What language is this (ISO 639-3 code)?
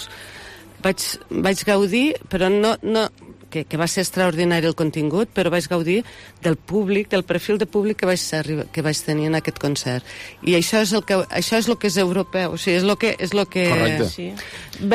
cat